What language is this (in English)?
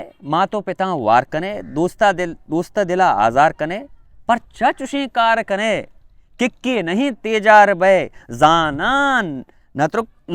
Baluchi